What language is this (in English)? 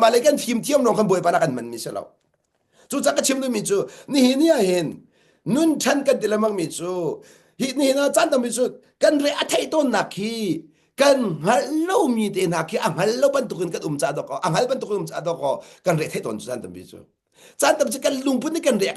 Hakha Chin